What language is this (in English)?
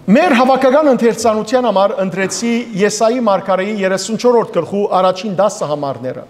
Western Armenian